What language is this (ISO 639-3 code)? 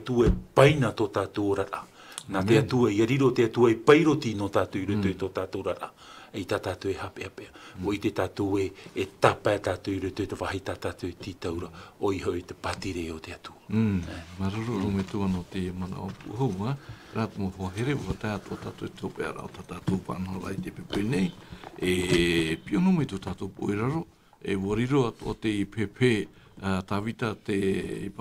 tah